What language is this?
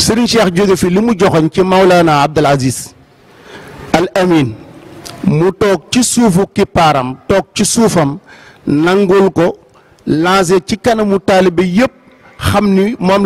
Wolof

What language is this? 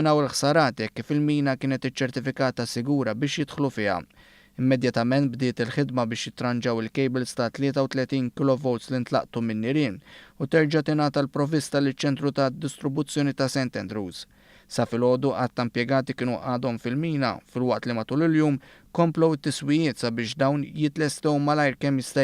Maltese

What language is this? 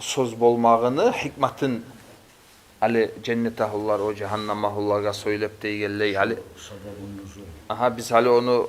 Kumyk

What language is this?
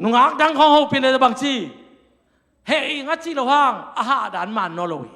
Tedim Chin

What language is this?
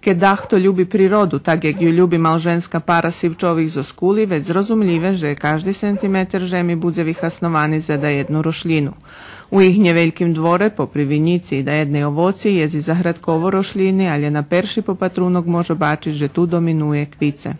Rusyn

